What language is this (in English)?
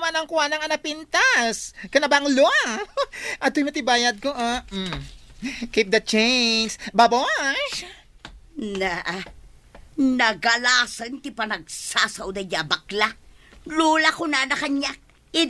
Iloko